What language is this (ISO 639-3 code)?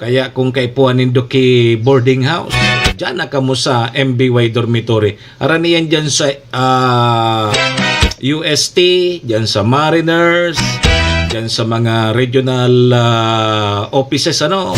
bik